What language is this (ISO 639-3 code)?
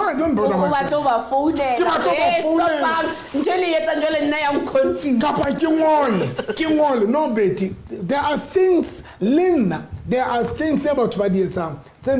sot